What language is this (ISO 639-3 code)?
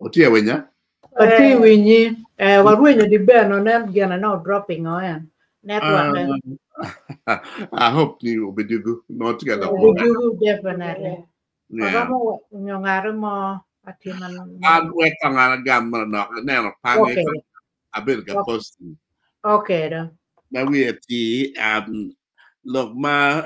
ach